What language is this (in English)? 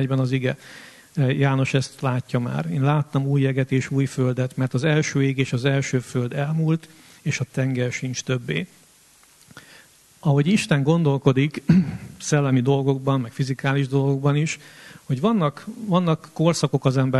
Hungarian